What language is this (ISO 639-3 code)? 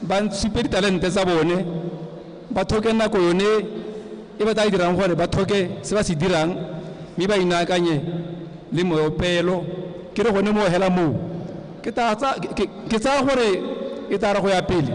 tsn